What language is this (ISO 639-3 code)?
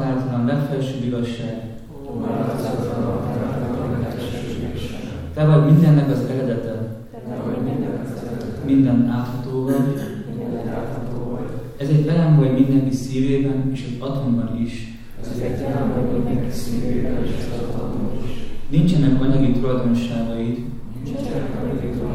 hun